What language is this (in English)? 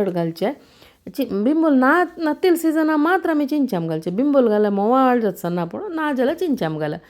Konkani